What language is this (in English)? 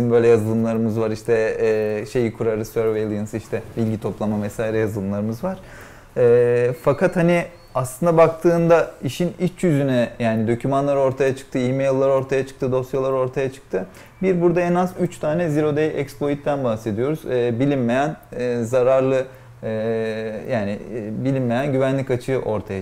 Turkish